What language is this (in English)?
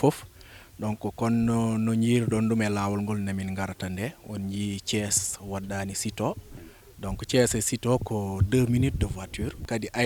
Fula